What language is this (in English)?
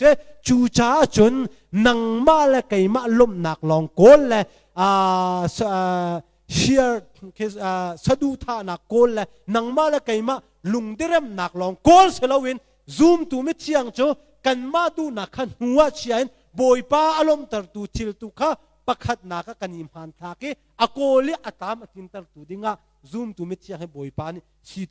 Hakha Chin